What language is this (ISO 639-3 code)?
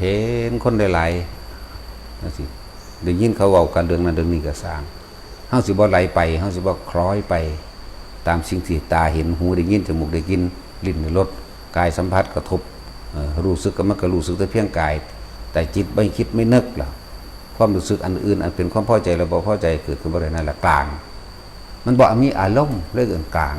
tts